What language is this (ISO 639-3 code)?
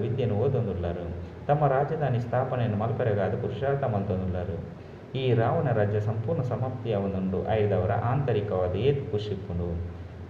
tcy